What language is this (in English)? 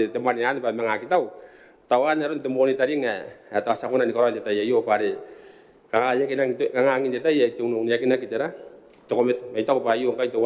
Gilbertese